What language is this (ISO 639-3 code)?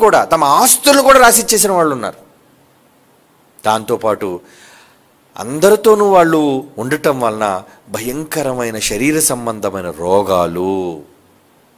tel